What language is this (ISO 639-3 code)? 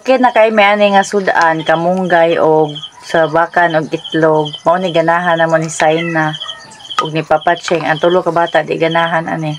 ceb